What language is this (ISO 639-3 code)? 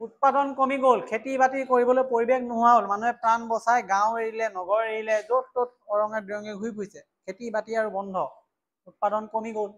asm